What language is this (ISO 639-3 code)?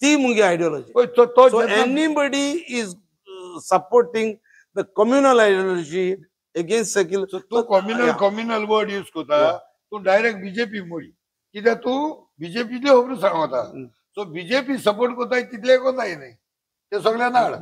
kok